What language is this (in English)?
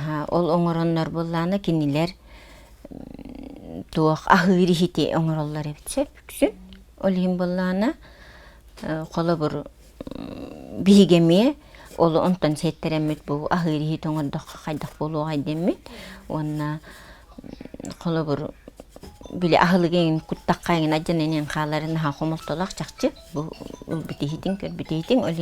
Yakut